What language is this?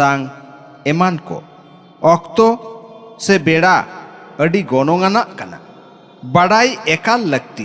Santali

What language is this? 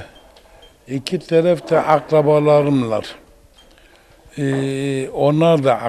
Turkish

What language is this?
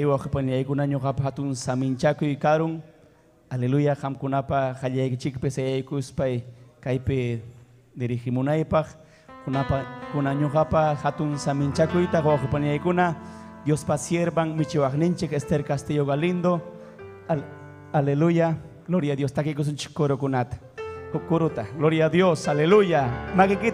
Ayacucho Quechua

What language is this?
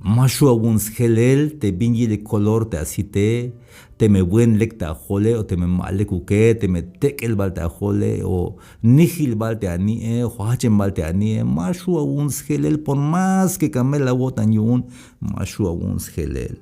Tzeltal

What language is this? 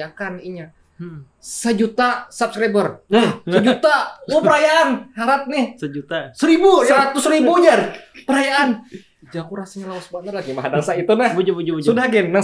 Banjar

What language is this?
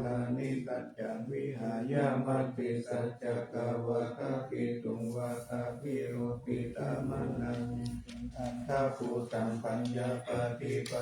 Pali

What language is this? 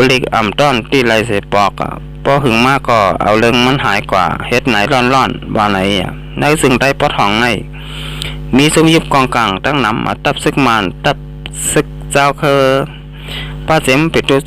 Shan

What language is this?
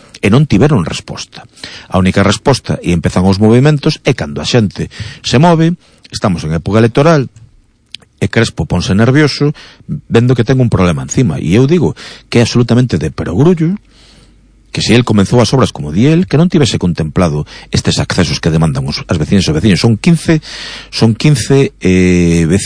Galician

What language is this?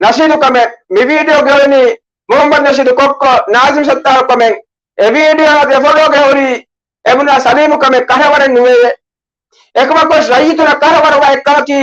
Divehi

